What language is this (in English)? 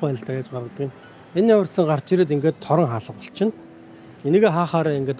Mongolian